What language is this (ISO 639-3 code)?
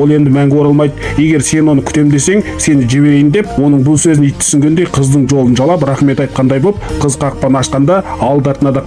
kaz